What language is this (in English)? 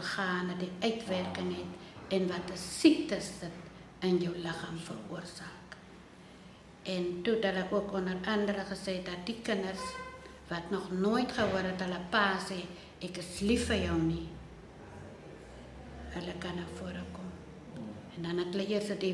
Afrikaans